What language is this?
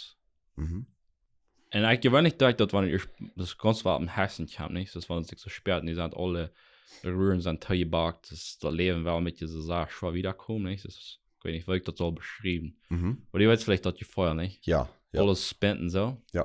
Plautdietsch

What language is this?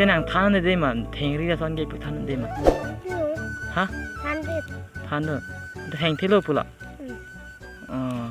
Karbi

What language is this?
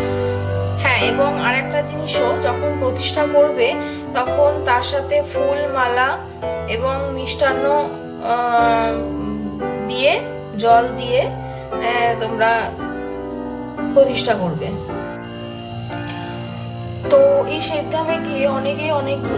Bangla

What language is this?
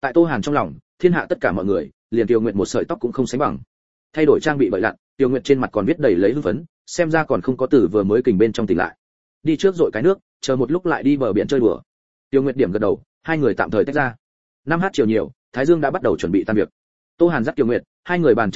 Vietnamese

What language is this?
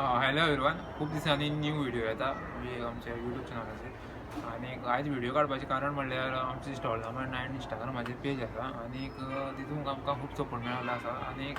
Konkani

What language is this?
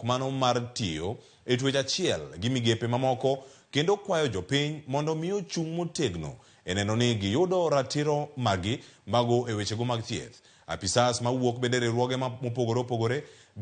Luo (Kenya and Tanzania)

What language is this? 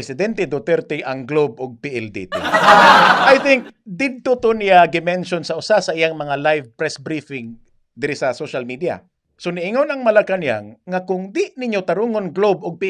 Cebuano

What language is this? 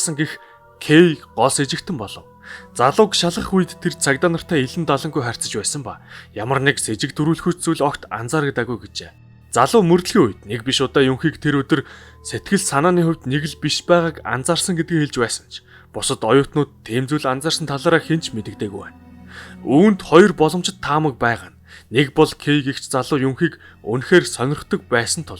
Mongolian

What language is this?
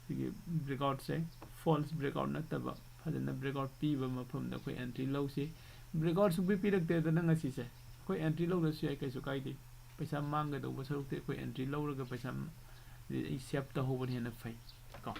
Manipuri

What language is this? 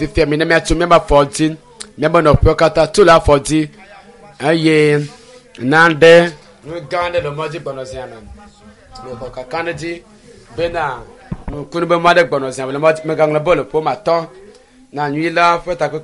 Ewe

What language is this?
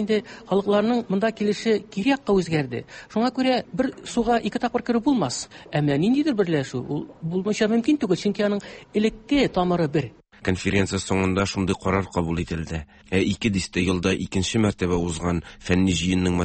Tatar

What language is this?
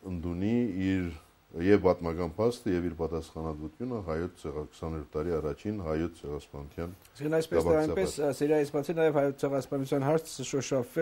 Armenian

